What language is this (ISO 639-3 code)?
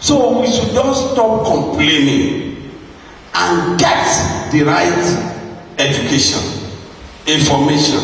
yor